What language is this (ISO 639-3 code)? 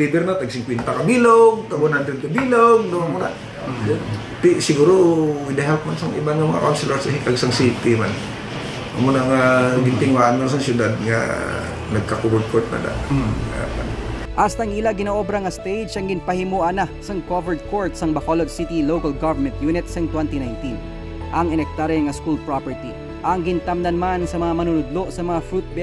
hil